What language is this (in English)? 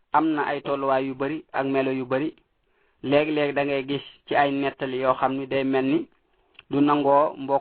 Wolof